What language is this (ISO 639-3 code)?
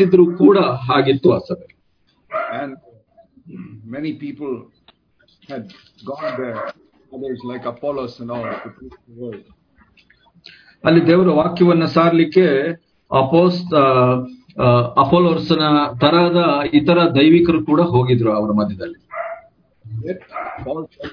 kan